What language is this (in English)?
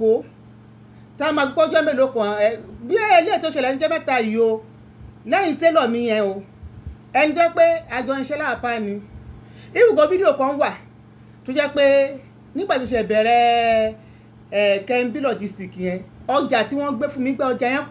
Yoruba